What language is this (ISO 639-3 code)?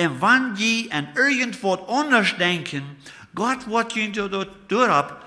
pdt